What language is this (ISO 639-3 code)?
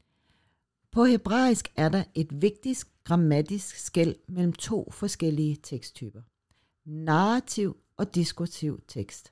dan